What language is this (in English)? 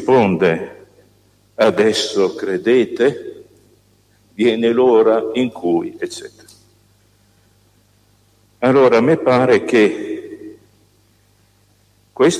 Italian